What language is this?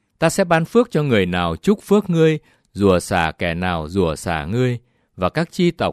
Vietnamese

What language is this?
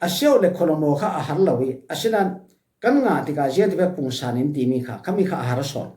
Falam Chin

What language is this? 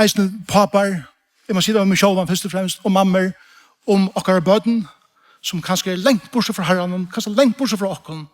Faroese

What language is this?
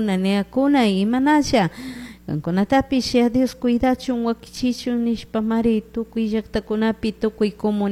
Chimborazo Highland Quichua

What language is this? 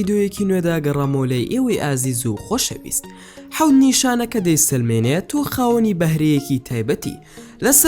Central Kurdish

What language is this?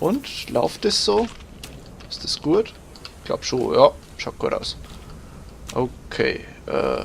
Bavarian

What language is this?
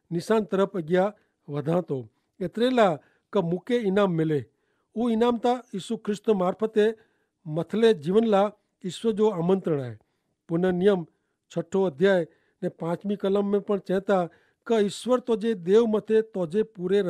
Kachhi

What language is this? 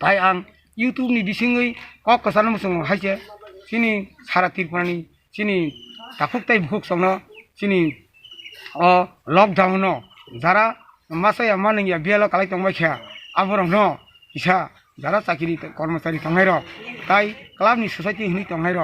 Kok Borok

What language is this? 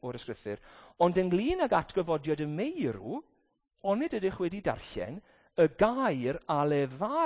Welsh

